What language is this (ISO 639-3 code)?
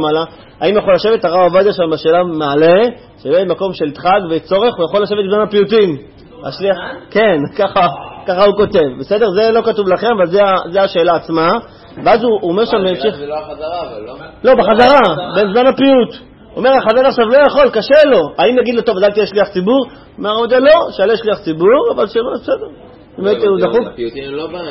heb